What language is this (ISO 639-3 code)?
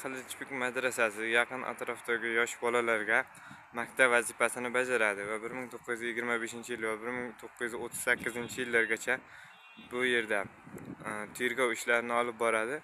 uzb